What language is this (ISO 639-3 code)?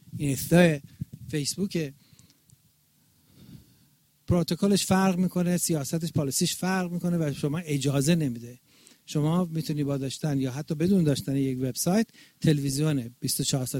fas